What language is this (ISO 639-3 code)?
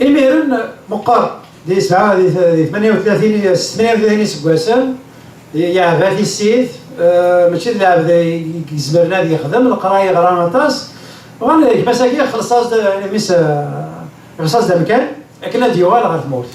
kab